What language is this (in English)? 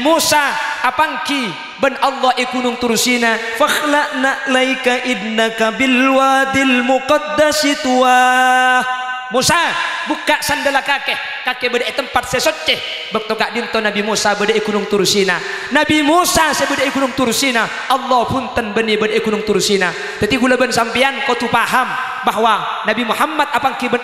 Madurese